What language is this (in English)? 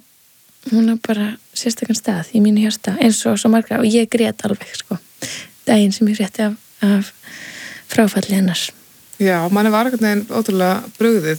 Icelandic